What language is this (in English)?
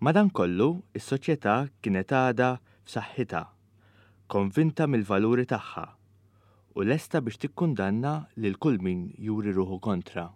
Maltese